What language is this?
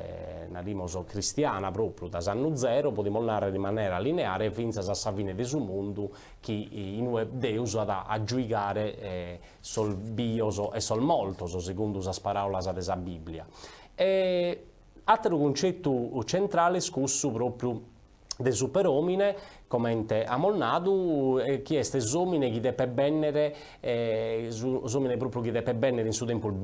Sardinian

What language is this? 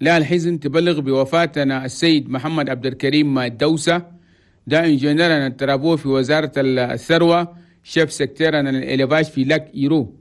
Chadian Arabic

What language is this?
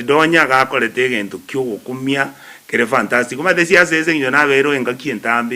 Gusii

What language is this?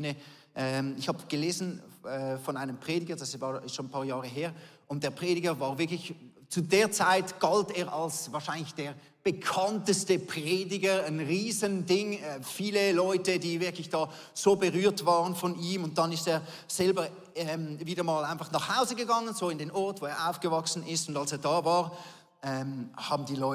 Swiss German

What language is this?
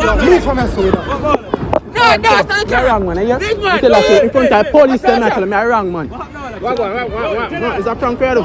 Jamaican Creole English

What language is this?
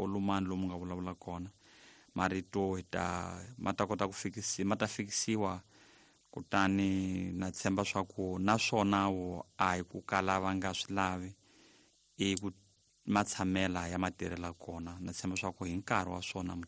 Tsonga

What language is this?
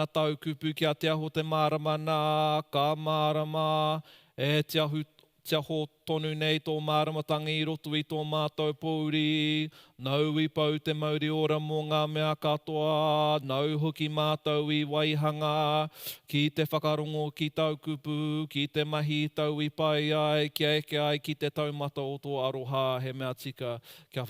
Māori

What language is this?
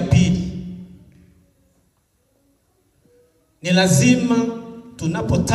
Swahili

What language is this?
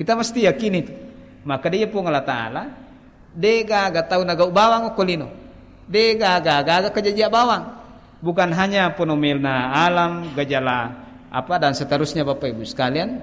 Buginese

